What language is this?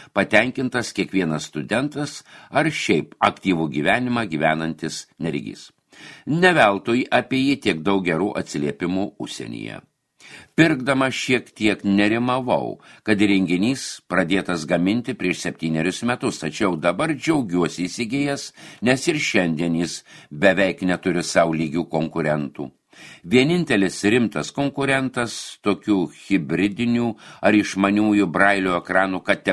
Lithuanian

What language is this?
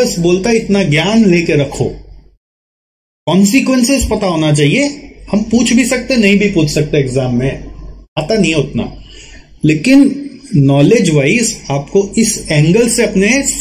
Hindi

